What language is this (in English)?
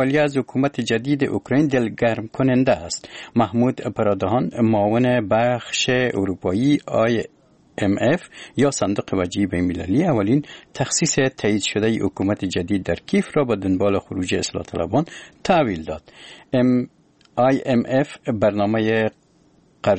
Persian